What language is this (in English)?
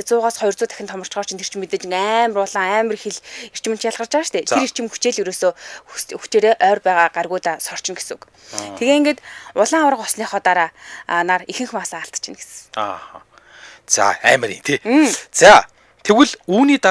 Mongolian